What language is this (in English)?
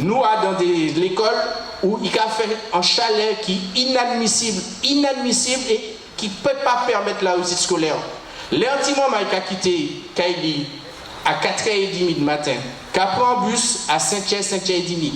Guadeloupean Creole French